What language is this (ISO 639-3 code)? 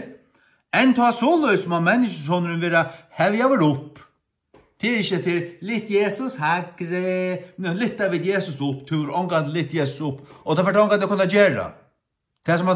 fao